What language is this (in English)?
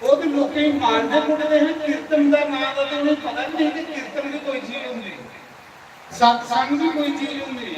Dogri